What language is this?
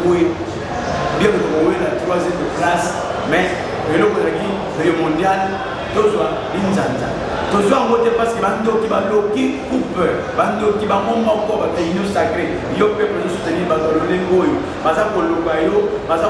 Lingala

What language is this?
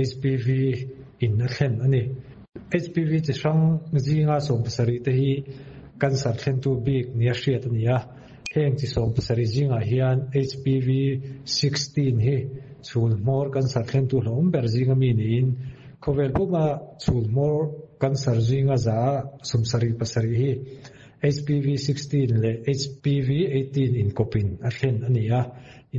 Mizo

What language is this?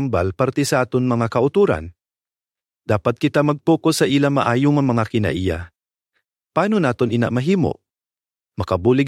Hiligaynon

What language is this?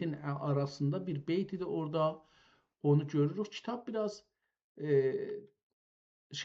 South Azerbaijani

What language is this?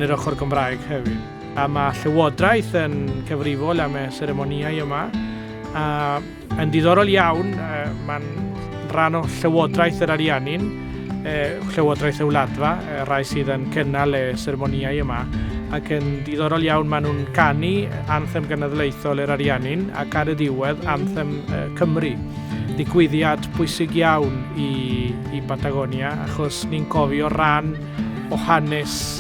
Welsh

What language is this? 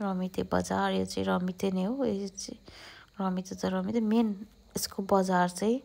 Nepali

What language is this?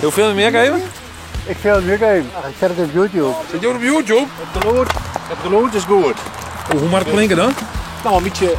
Western Frisian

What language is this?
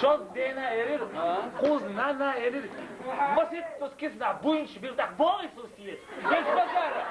Chechen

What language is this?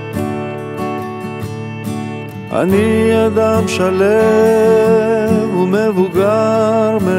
Hebrew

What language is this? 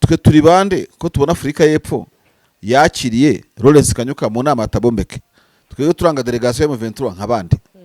Kinyarwanda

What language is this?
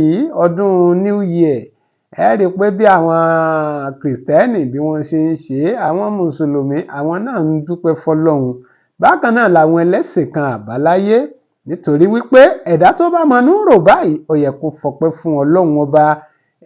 Yoruba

